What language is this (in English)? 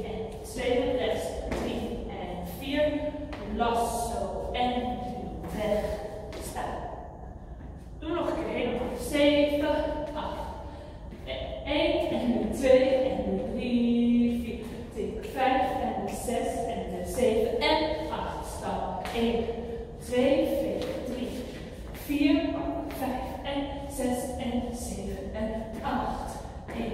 Dutch